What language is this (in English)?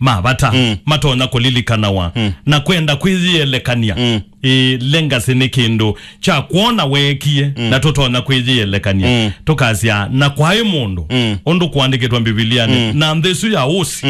Kamba